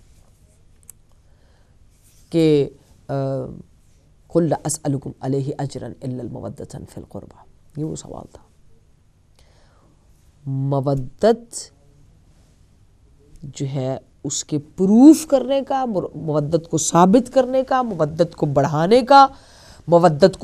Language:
Urdu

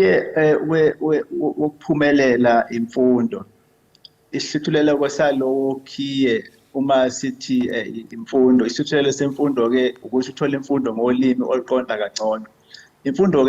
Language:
Zulu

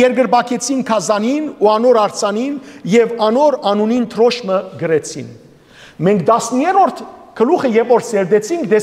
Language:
Western Armenian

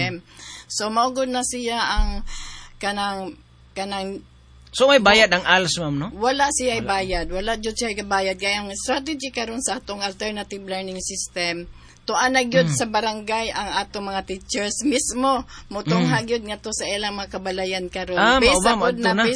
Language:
Cebuano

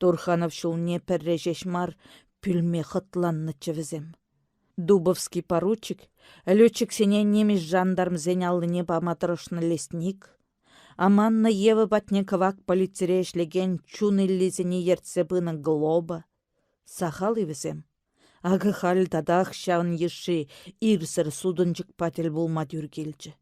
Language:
Chuvash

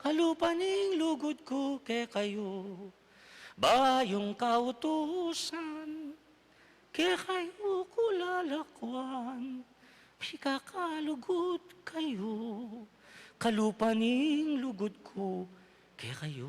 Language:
Pampanga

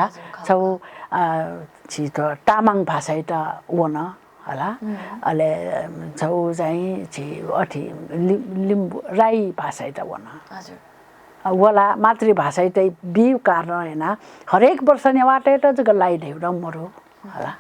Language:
Newari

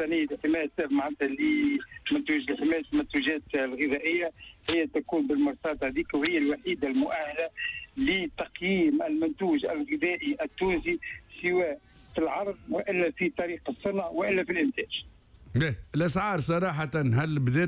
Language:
Tunisian Arabic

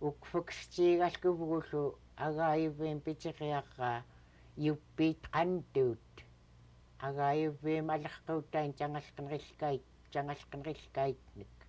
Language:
Central Yupik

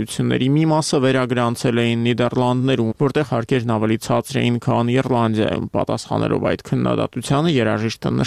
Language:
Armenian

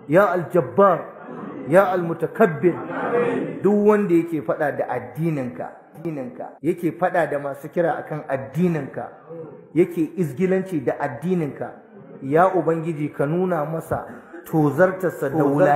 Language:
Hausa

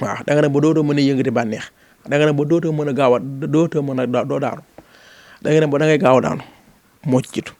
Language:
Wolof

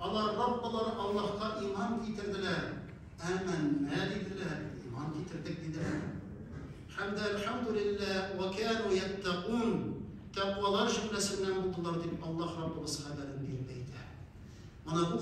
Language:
Tatar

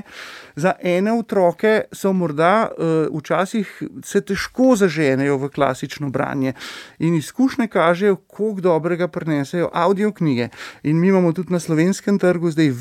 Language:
Slovenian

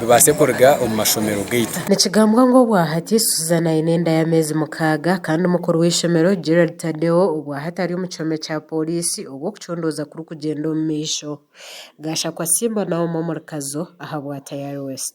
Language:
Nyankole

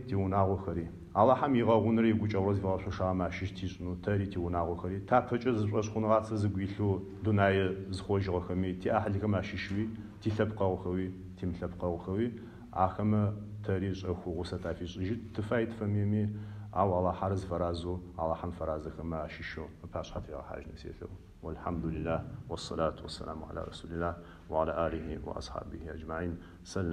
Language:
Adyghe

